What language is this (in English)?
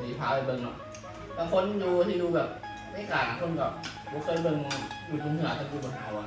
Northeastern Thai